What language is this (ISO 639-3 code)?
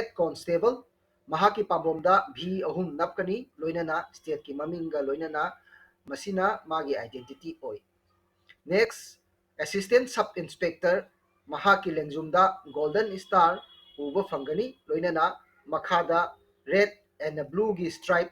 mni